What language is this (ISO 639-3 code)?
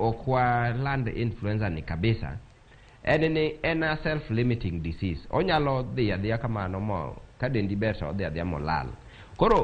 luo